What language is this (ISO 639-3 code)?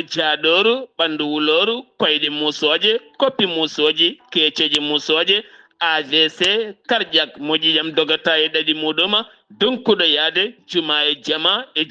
ful